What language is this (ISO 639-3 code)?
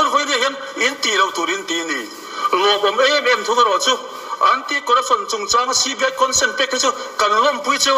lus